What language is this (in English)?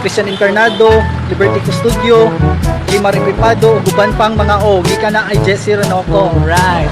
Cebuano